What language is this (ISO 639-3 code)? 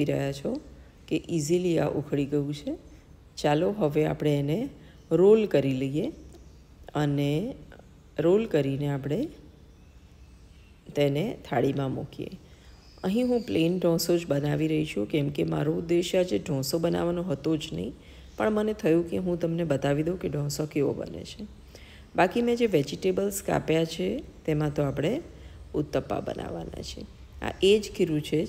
guj